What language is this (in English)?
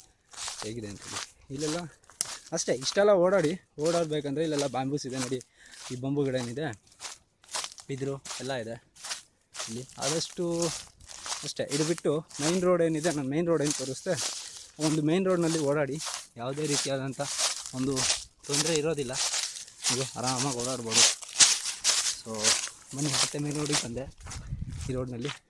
Kannada